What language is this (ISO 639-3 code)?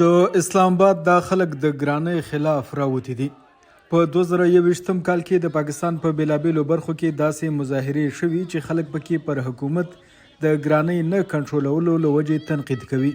pus